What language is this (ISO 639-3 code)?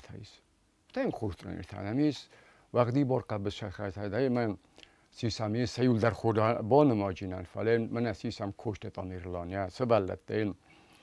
oss